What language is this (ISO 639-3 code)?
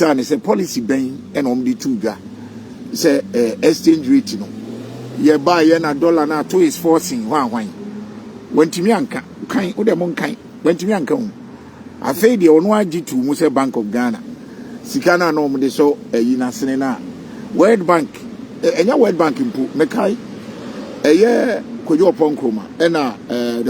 aka